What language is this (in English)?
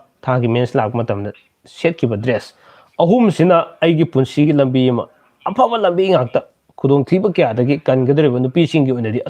Manipuri